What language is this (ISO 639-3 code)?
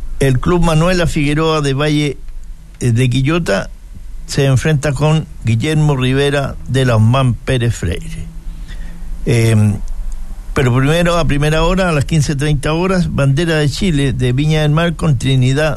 spa